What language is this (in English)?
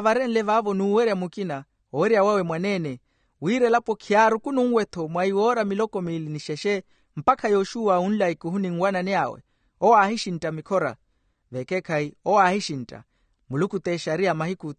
Makhuwa